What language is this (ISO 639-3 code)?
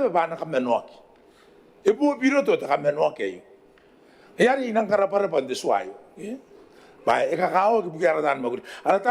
gil